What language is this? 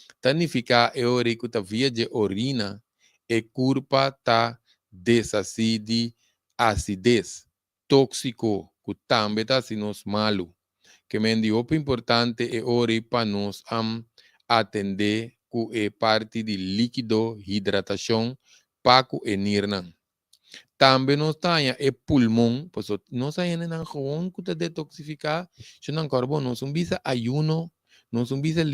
Papiamento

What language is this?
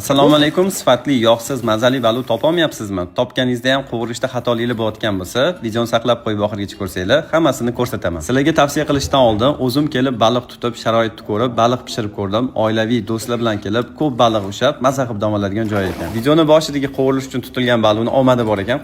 Uzbek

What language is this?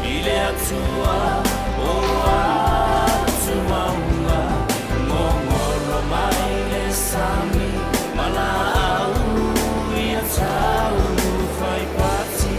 Samoan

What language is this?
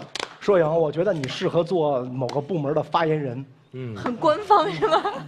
Chinese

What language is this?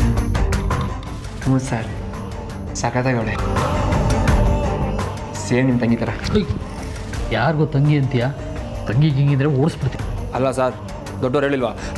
Kannada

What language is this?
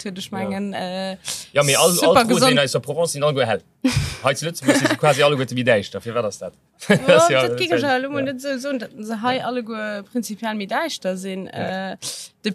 Luxembourgish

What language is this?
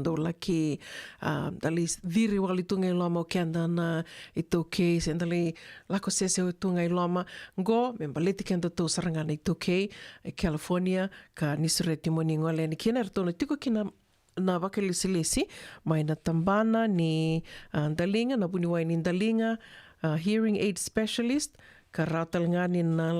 Fijian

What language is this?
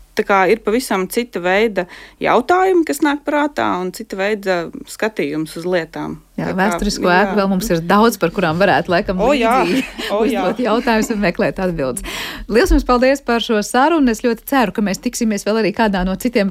Latvian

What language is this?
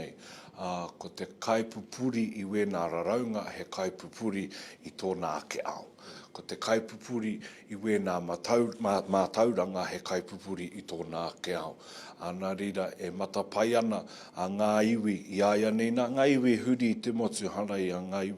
Māori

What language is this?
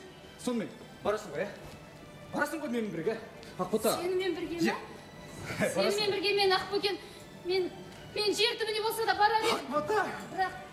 Kazakh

